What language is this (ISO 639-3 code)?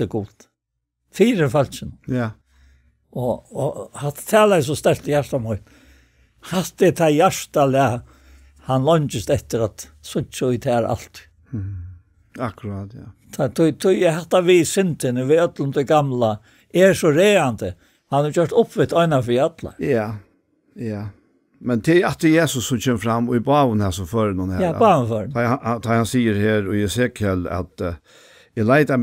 fao